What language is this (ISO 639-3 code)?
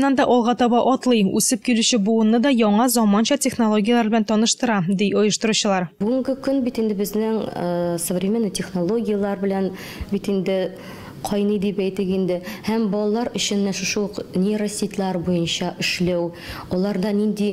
tat